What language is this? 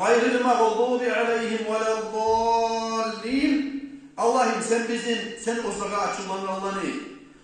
Kumyk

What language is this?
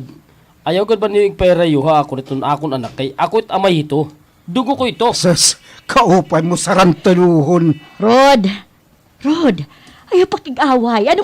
Waray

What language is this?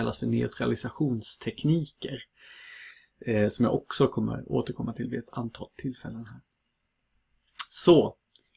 Swedish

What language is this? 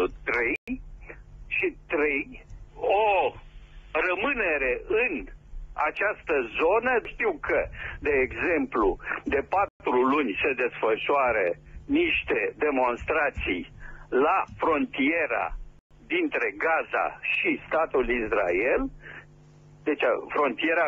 Romanian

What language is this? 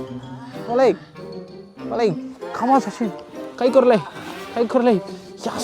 Tulu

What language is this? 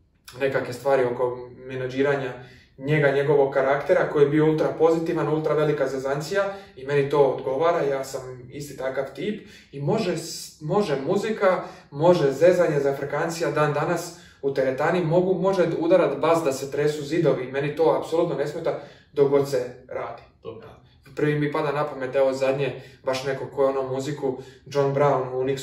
Croatian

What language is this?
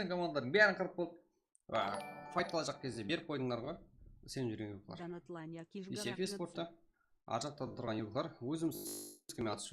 Kara-Kalpak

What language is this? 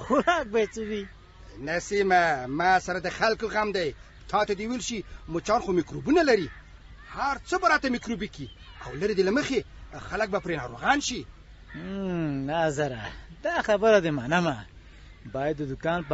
Pashto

